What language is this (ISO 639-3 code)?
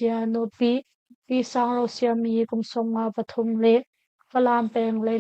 cnh